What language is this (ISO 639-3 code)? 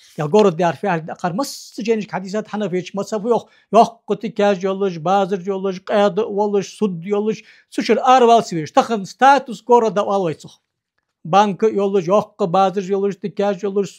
inh